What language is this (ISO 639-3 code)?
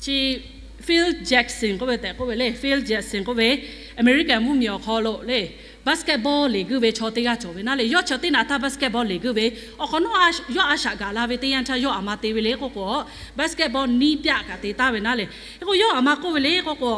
lhu